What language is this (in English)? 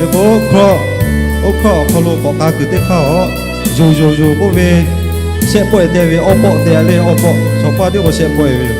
Lahu